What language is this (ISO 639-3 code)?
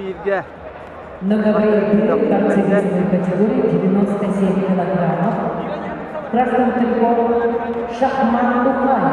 sah